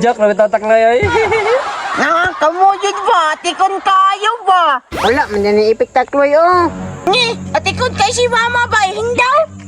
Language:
Cebuano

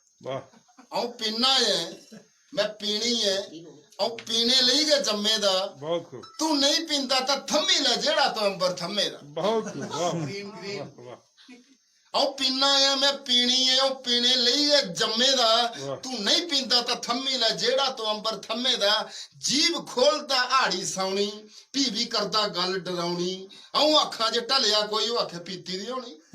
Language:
Dogri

